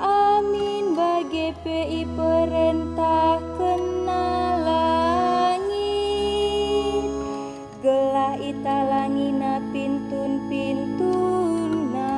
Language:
Batak Karo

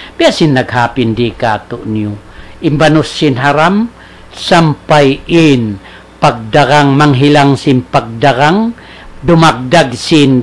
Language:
Tausug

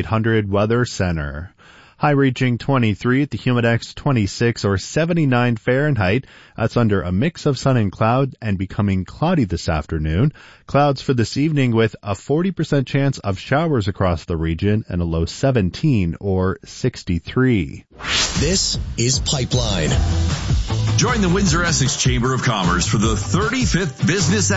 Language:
English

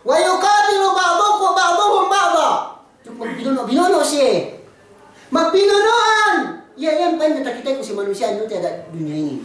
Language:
Yakan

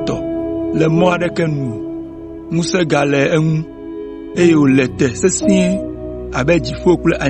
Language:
Ewe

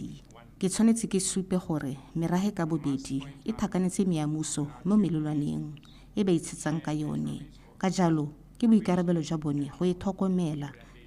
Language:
Tswana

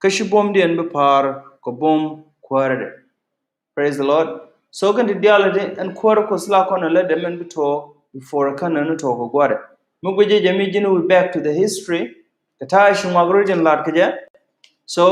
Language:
Nuer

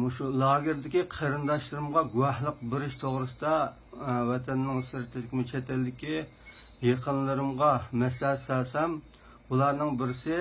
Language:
Uyghur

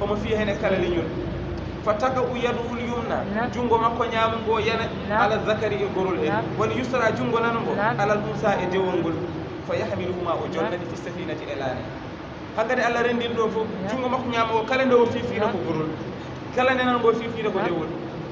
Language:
Fula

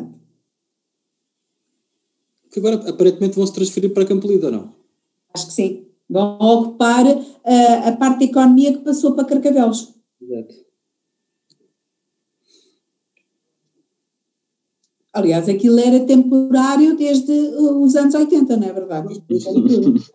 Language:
Portuguese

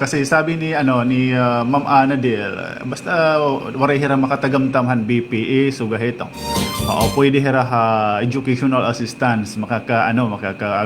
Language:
Waray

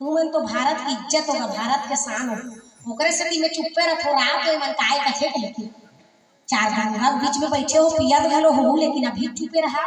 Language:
Chhattisgarhi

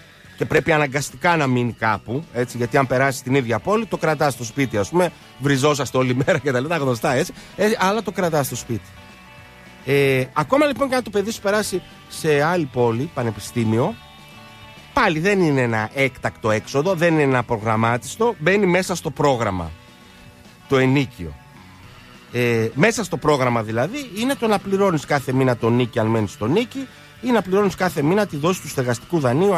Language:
Greek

